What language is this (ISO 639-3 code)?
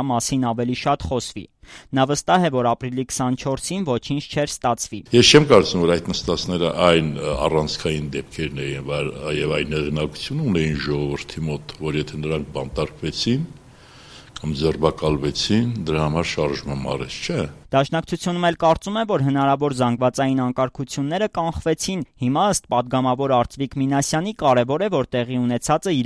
hye